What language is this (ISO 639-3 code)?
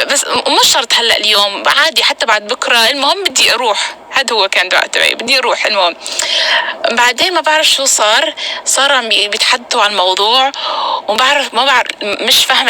apc